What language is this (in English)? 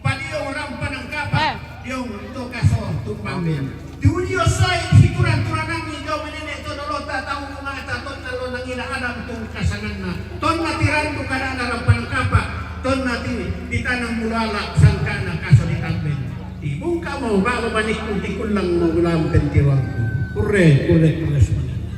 Toraja-Sa'dan